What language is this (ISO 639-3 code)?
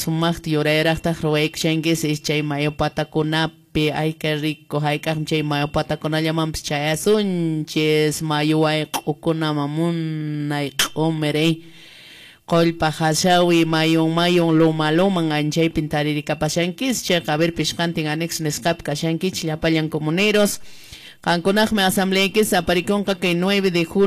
que